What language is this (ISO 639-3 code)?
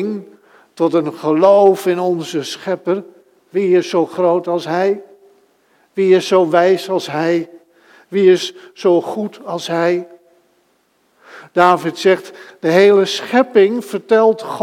nld